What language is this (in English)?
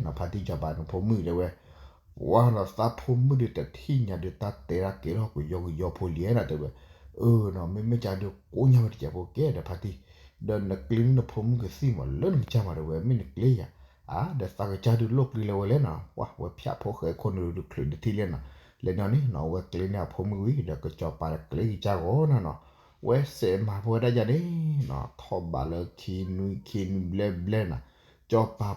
S'gaw Karen